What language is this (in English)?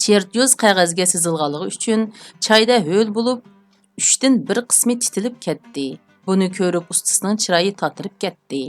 Uyghur